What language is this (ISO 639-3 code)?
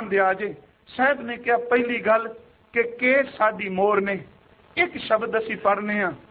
pan